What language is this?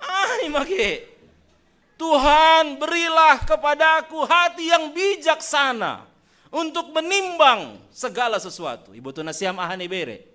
Batak Simalungun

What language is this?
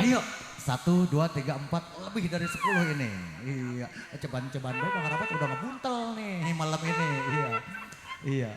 Betawi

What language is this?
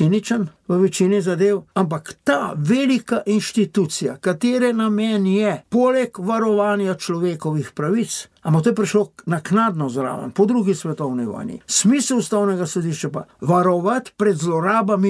Slovenian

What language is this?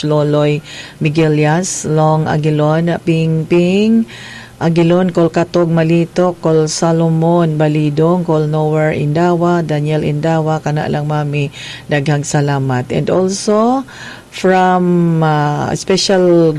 Cebuano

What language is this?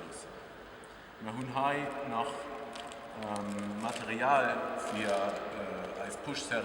Luxembourgish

